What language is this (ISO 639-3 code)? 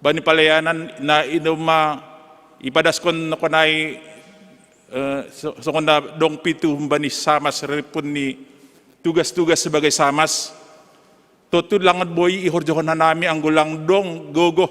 bts